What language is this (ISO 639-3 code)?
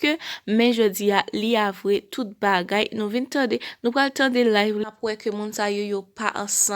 hat